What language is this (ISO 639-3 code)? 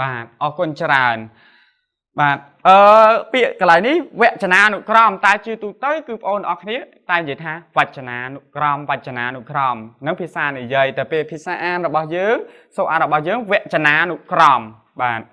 khm